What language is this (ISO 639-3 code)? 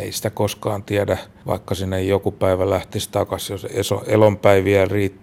fin